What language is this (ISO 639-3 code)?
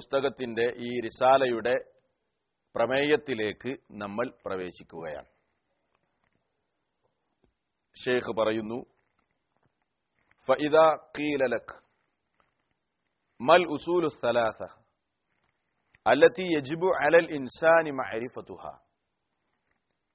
mal